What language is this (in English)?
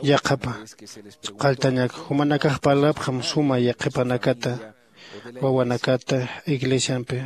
Aymara